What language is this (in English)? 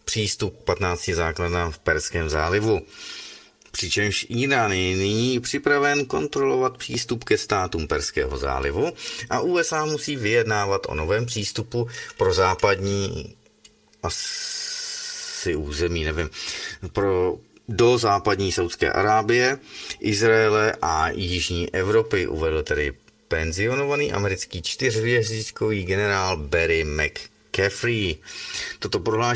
Czech